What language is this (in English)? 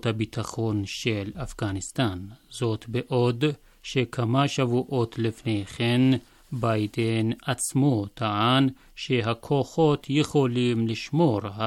Hebrew